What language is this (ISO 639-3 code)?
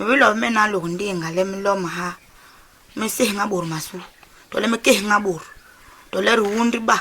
bas